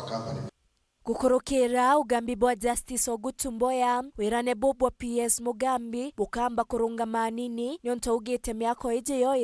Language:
Meru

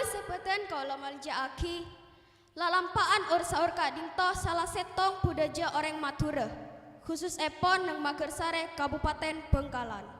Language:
Madurese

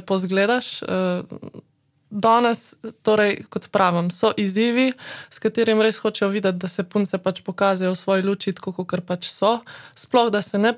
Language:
Slovenian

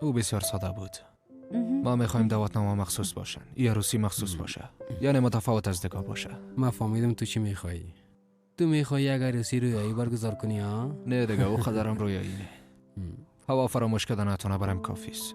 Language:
Persian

